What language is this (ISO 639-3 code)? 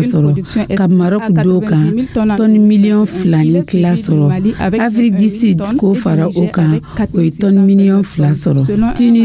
dyu